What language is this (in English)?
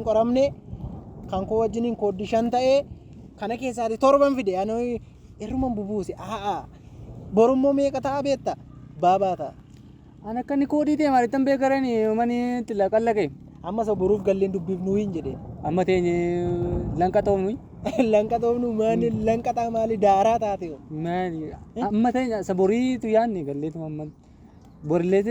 Oromo